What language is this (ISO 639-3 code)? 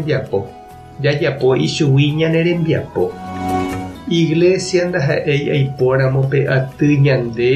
grn